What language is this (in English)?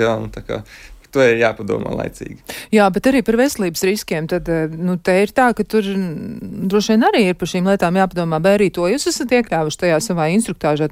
Latvian